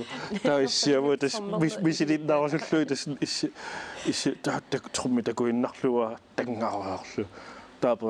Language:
Kalaallisut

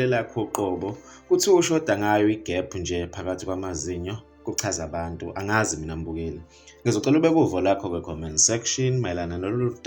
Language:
Zulu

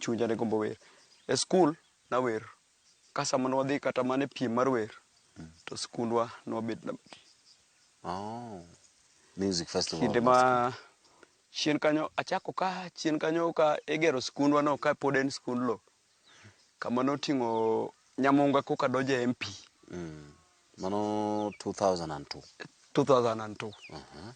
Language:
Luo (Kenya and Tanzania)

